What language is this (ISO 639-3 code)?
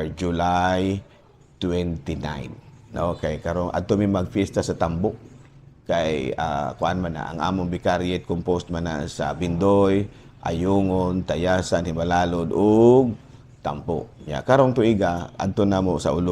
ceb